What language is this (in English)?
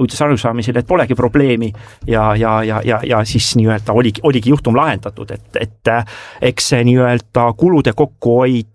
Estonian